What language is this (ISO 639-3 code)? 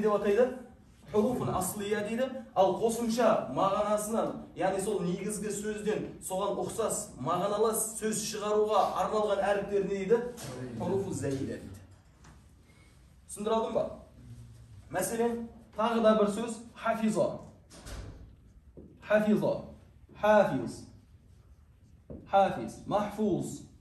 kaz